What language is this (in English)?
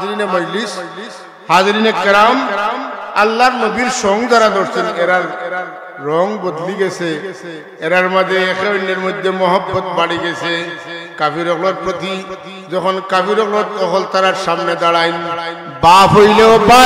Sylheti